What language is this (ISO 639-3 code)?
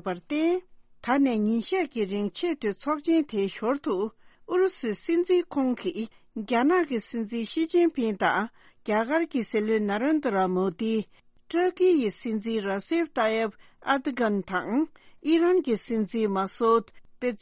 bod